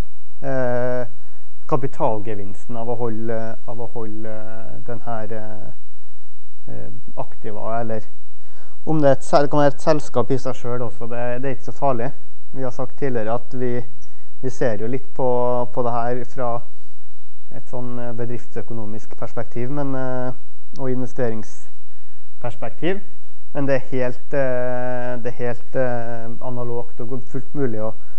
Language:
Norwegian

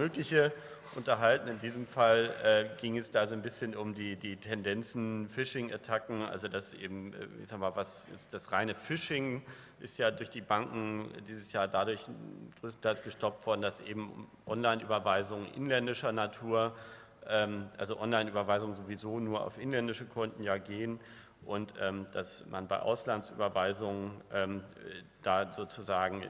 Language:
German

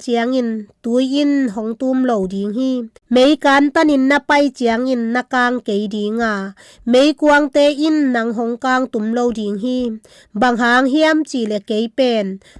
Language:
Tedim Chin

